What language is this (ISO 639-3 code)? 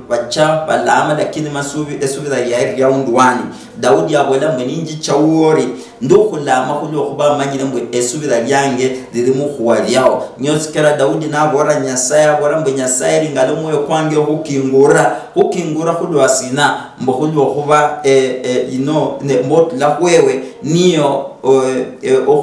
luy